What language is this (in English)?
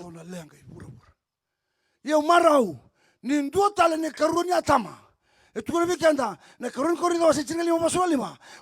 Fijian